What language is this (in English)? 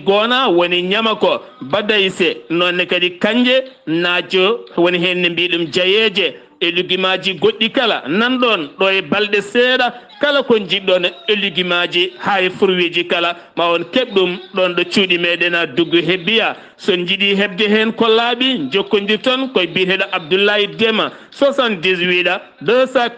Fula